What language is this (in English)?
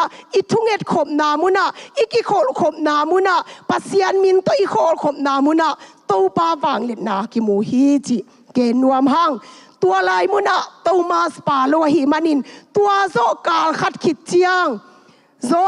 Tedim Chin